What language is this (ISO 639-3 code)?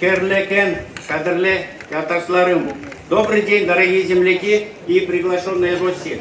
chv